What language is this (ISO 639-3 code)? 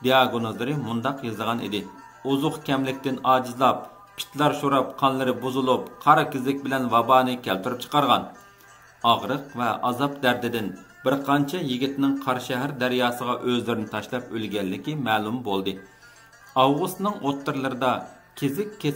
uig